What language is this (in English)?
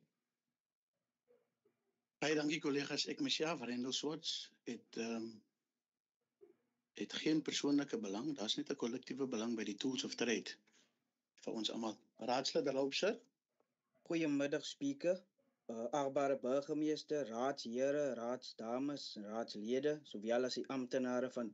Afrikaans